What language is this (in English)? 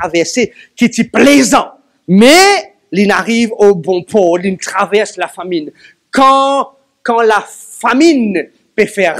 Morisyen